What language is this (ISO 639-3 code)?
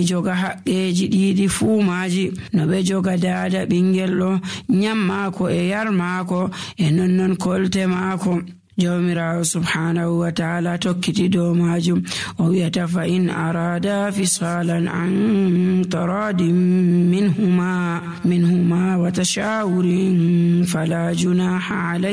fuv